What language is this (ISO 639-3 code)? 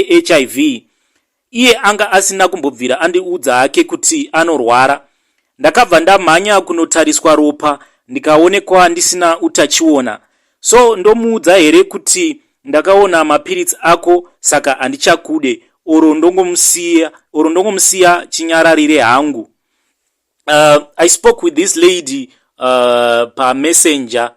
sna